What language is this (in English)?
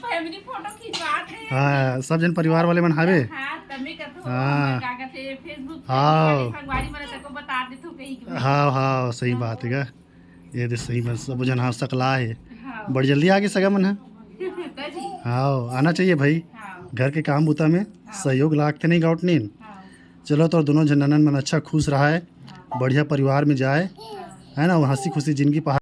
Chhattisgarhi